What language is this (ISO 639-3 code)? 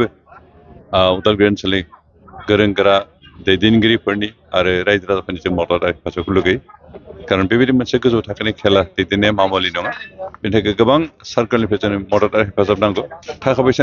brx